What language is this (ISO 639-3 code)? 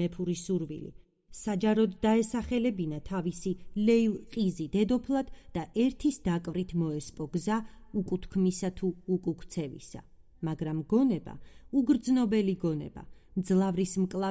kat